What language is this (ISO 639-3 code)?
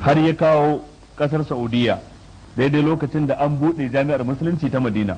hau